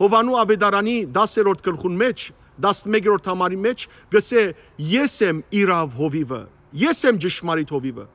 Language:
Western Armenian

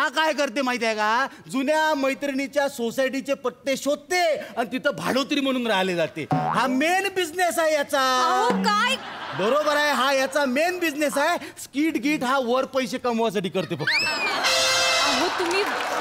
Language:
Marathi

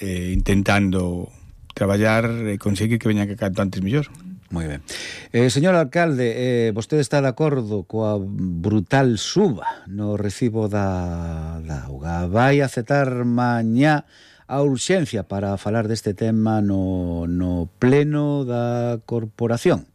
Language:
Galician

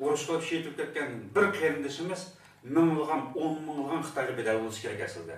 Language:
Uyghur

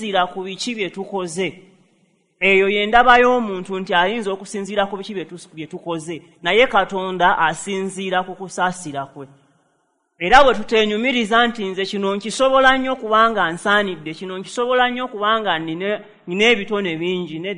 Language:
Ganda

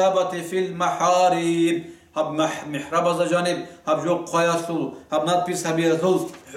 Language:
Avaric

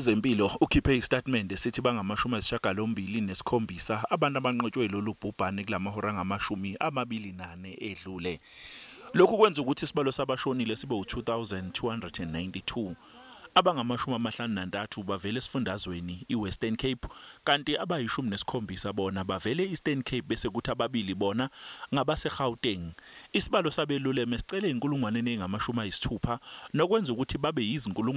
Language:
Zulu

